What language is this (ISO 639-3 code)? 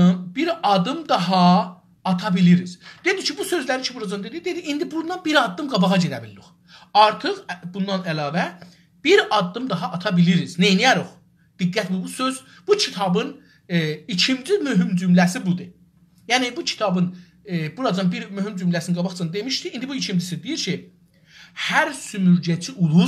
azb